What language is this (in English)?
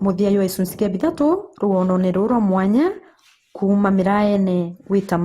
Meru